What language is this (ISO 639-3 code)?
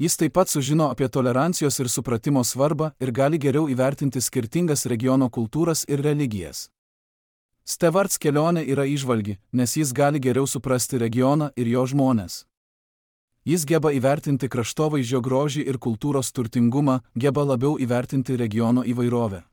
lit